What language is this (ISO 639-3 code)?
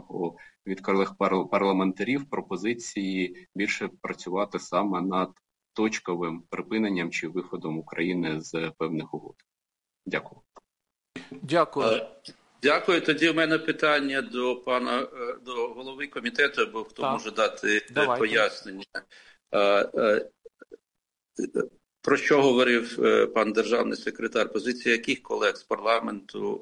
ukr